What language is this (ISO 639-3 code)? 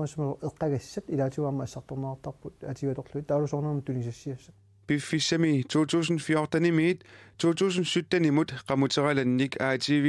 kal